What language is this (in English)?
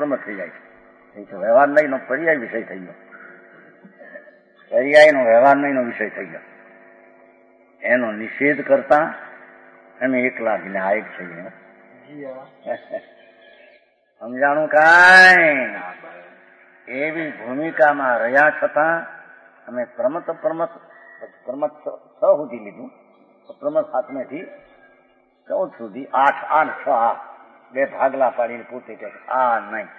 Gujarati